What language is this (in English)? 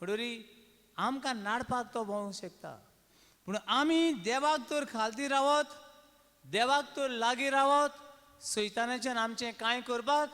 Konkani